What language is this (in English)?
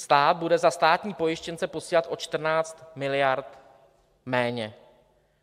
Czech